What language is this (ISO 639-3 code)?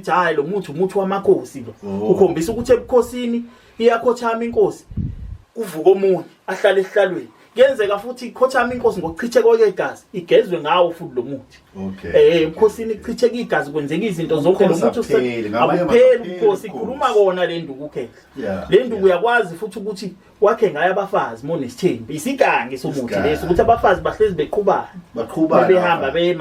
zul